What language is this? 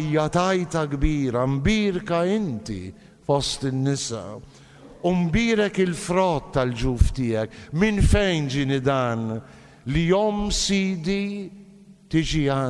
Maltese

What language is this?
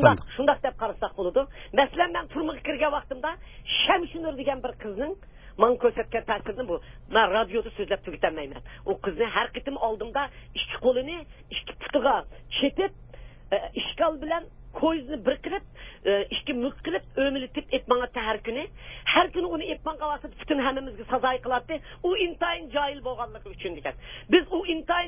Uyghur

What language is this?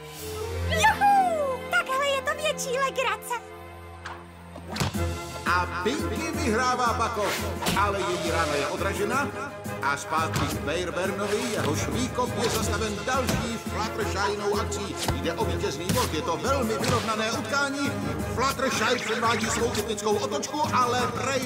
Czech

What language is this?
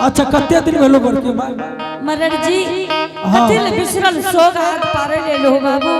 Angika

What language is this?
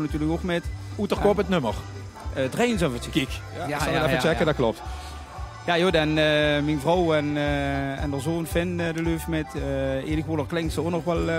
Limburgish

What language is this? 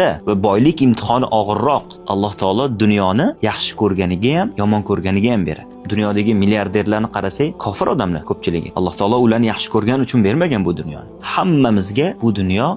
Uzbek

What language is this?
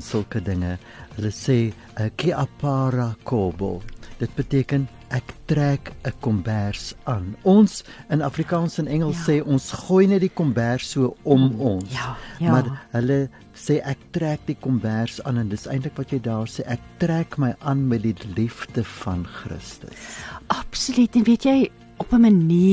Afrikaans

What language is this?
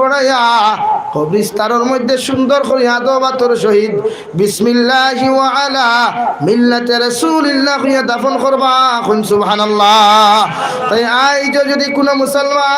Sylheti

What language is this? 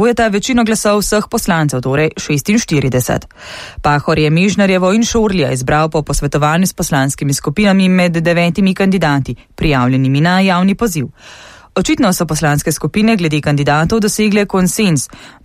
Slovenian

